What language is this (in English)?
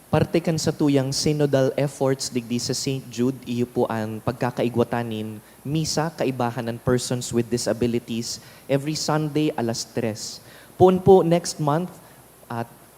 Bikol